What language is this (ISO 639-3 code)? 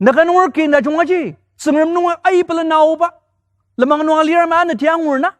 njo